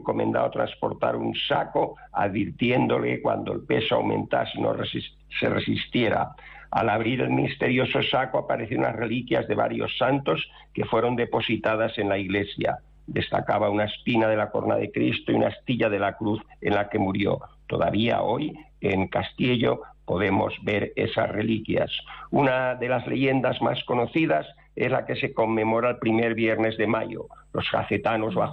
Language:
Spanish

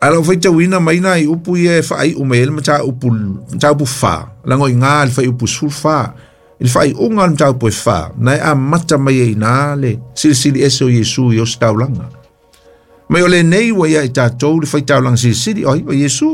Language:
Samoan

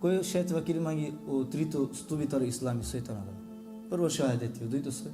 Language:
Balkan Romani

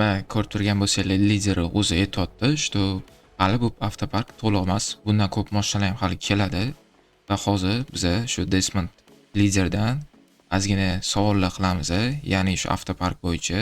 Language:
Uzbek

